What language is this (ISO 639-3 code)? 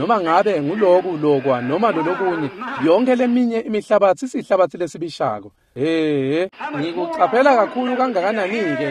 ssw